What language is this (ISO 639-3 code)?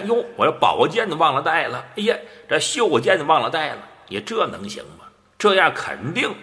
zho